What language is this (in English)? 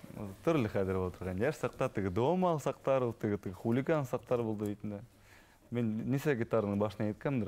Bashkir